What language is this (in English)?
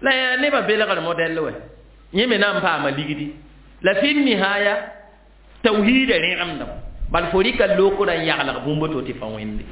Mossi